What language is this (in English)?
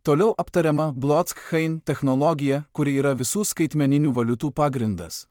Lithuanian